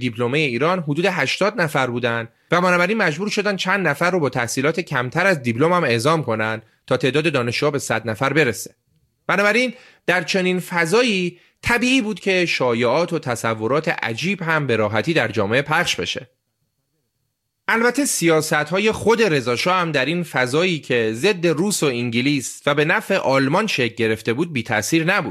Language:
Persian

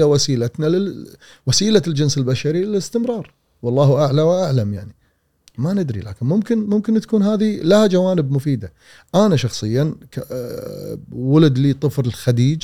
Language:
Gulf Arabic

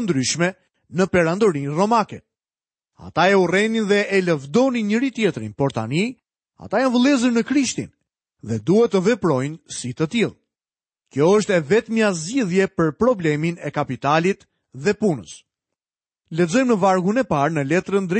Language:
Albanian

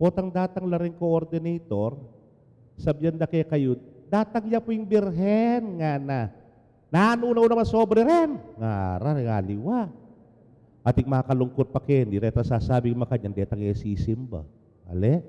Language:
Pampanga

